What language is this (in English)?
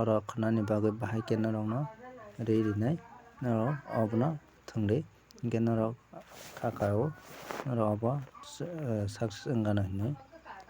Kok Borok